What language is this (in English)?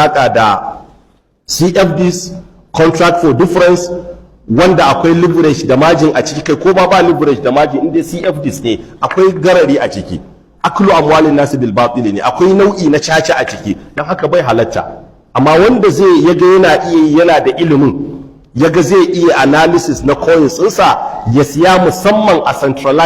Hausa